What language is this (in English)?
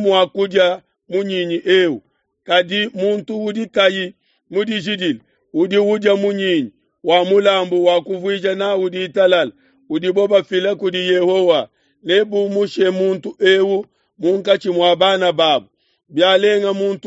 Luba-Lulua